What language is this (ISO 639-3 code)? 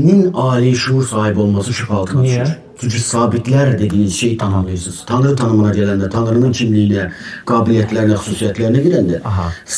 aze